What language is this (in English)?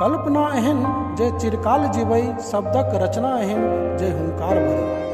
Maithili